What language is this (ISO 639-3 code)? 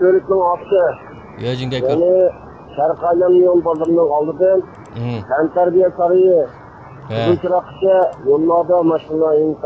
uig